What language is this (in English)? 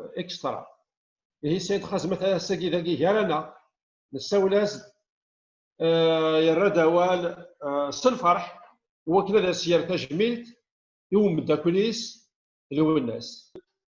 Kabyle